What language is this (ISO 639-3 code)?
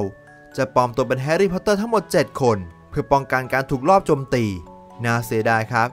tha